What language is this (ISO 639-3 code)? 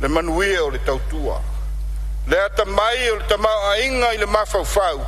smo